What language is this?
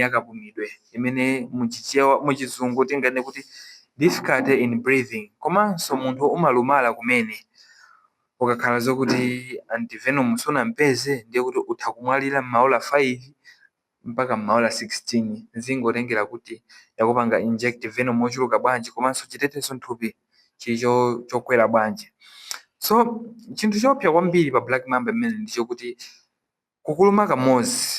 Nyanja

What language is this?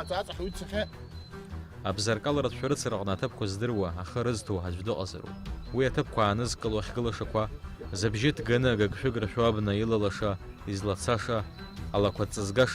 Abkhazian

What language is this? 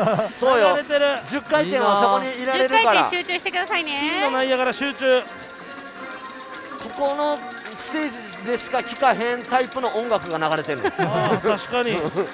Japanese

